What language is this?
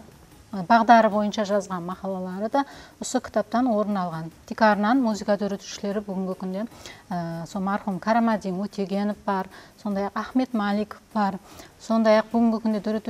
Kara-Kalpak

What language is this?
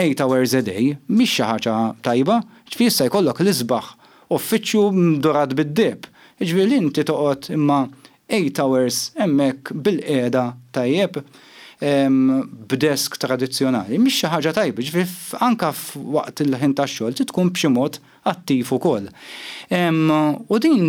Maltese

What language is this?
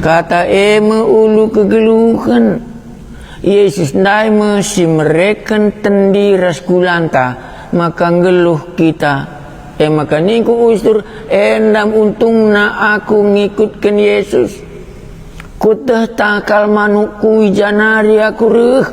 Batak Karo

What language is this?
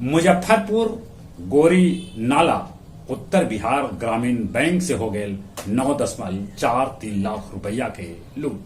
Magahi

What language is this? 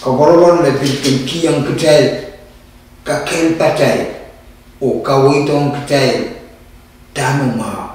Pohnpeian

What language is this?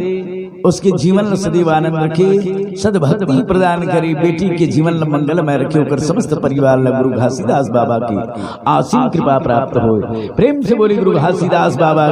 Chhattisgarhi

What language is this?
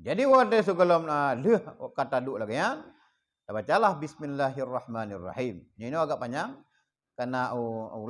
Achinese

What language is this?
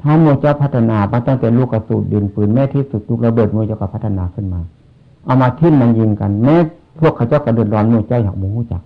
Northeastern Thai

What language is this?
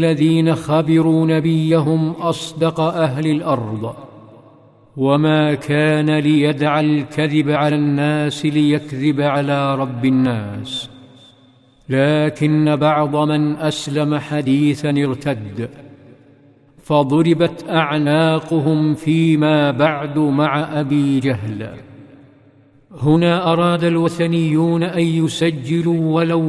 Arabic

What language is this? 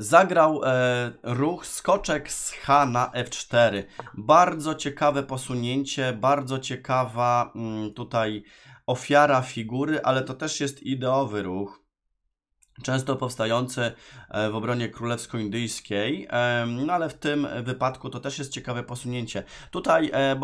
Polish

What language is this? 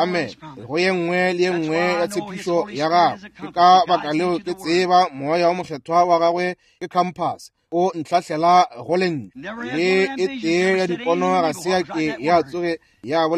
Northern Sotho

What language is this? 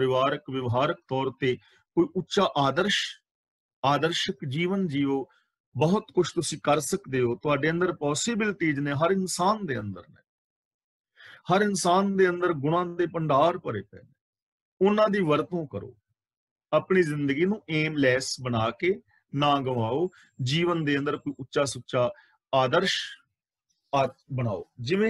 Punjabi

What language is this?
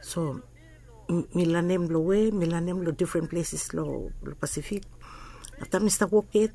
Bislama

